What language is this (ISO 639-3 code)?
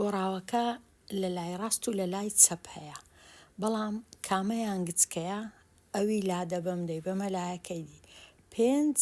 ckb